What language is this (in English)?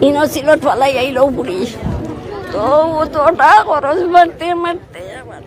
Sylheti